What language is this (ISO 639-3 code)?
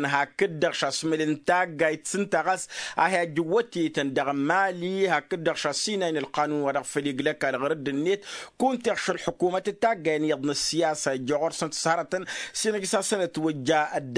taq